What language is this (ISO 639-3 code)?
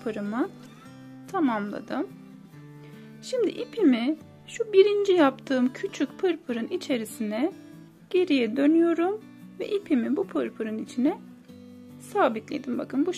tur